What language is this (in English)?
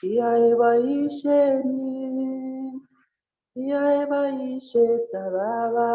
Kalenjin